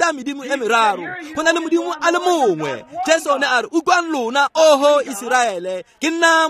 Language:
Tswana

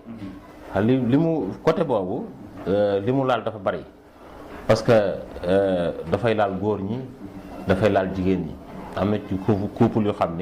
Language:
Wolof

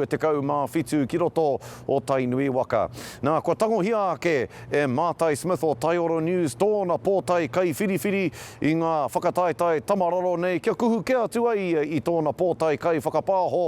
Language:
Māori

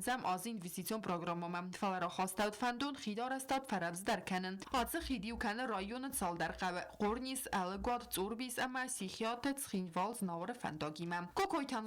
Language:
Ossetic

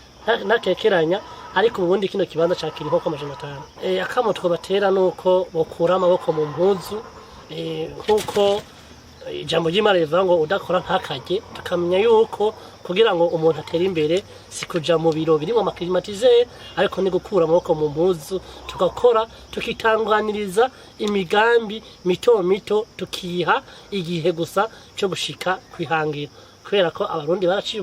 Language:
Rundi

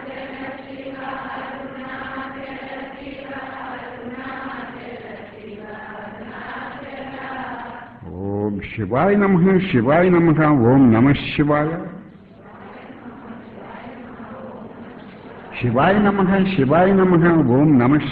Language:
Telugu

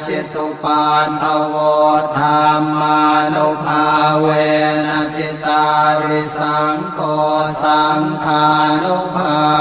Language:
Pali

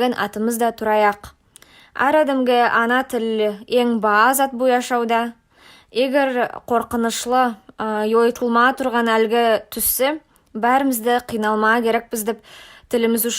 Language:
Nogai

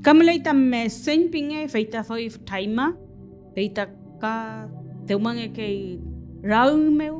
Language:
Mapuche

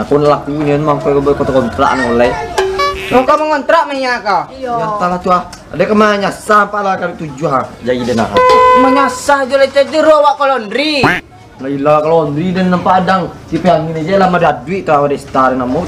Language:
Minangkabau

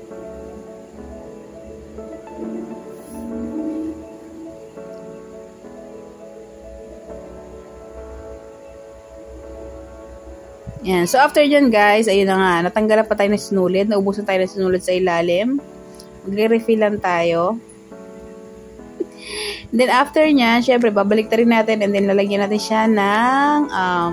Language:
Filipino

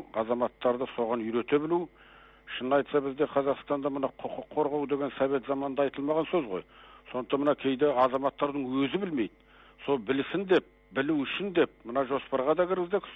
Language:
Kazakh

